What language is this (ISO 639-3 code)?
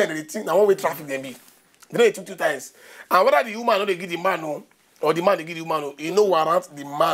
pcm